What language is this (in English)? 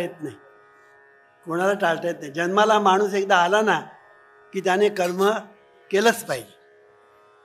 Marathi